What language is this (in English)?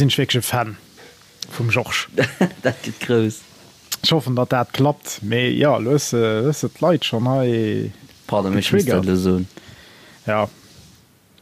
Luxembourgish